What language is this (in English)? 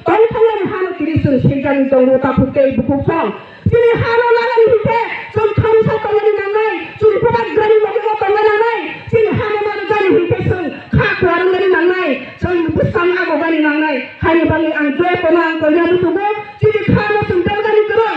Kok Borok